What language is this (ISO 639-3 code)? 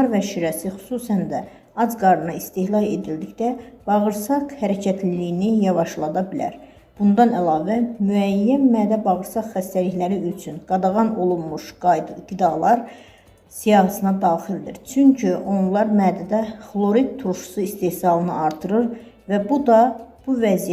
aze